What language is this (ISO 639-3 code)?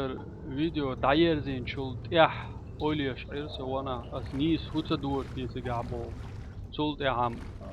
che